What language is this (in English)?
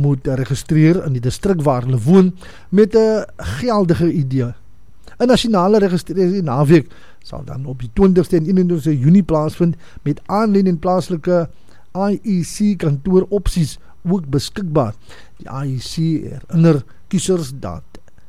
Afrikaans